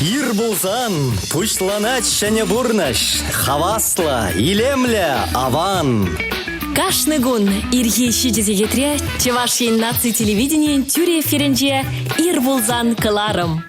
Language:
Chuvash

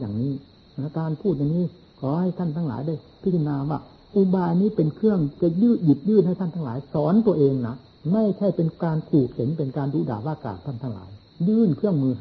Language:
Thai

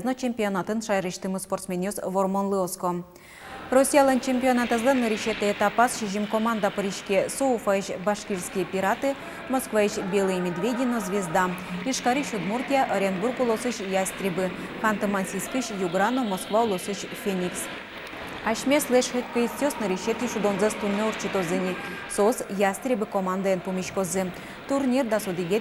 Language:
Udmurt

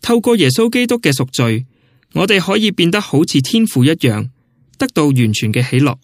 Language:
Cantonese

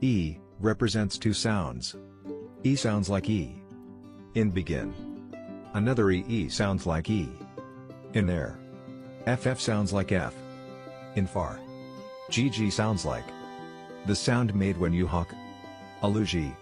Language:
Tswana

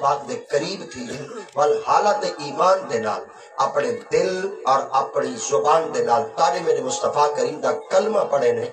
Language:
Saraiki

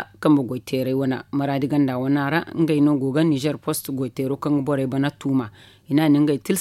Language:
Zarma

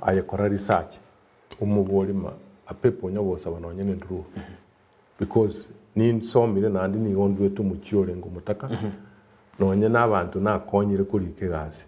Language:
Gusii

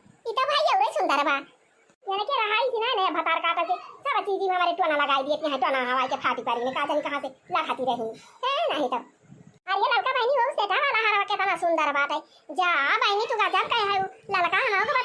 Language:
Awadhi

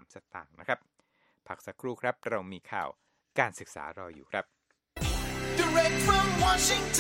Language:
Thai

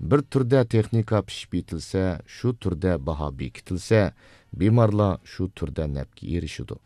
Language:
Uyghur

